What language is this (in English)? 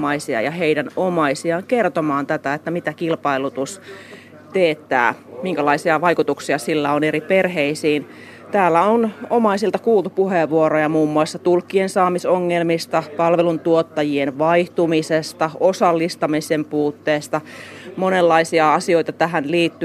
Finnish